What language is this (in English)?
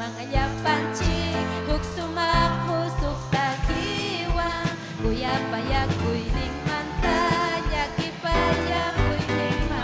Ayacucho Quechua